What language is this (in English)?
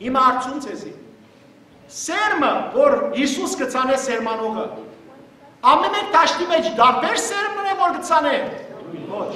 Western Armenian